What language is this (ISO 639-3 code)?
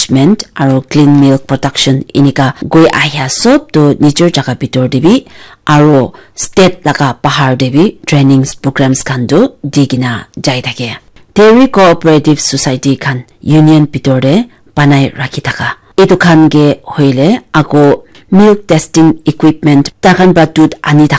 nag